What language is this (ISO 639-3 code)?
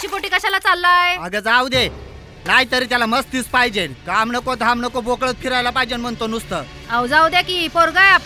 mar